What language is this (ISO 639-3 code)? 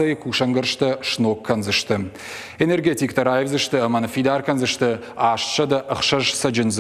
oss